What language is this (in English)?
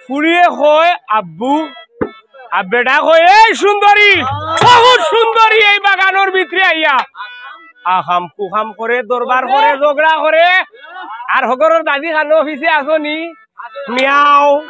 Sylheti